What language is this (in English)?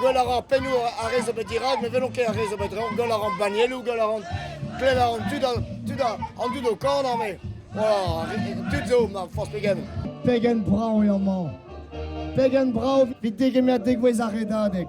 Breton